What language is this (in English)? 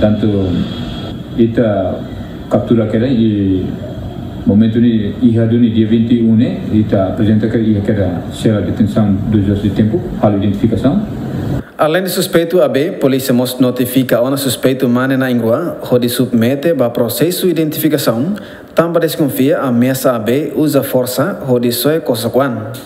Tetum